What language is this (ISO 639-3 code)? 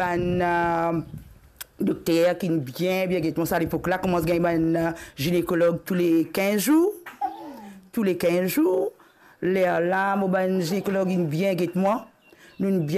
mfe